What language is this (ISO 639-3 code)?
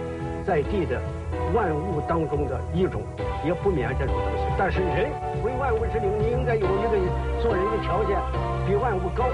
zho